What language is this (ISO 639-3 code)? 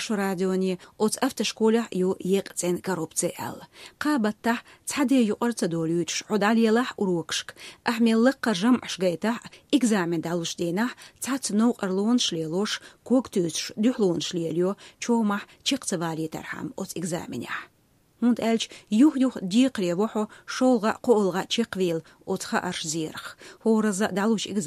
che